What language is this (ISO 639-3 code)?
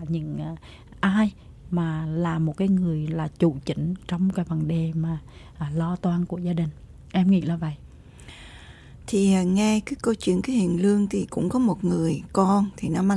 vie